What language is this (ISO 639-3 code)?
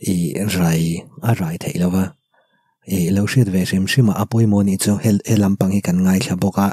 lus